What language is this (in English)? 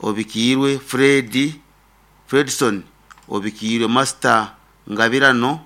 Nyoro